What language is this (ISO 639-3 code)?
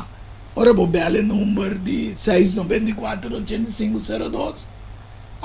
pap